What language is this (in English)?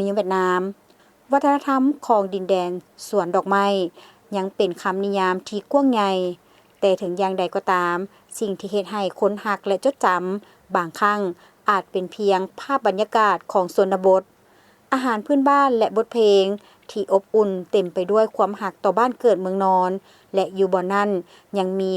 Lao